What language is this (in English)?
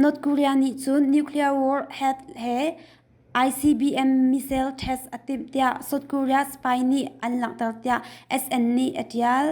Hakha Chin